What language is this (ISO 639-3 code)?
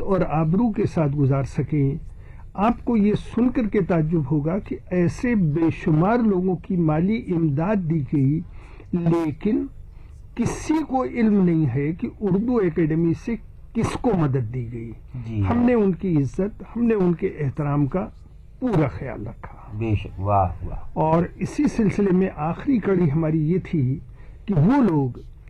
urd